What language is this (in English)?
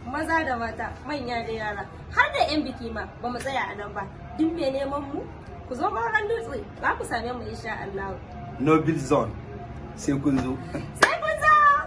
Hausa